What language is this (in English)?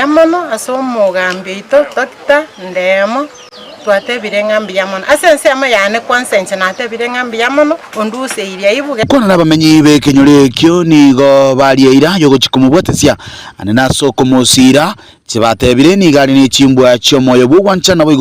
Gusii